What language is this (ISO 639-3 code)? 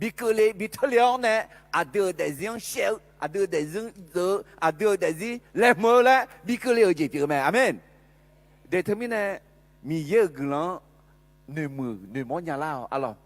ahk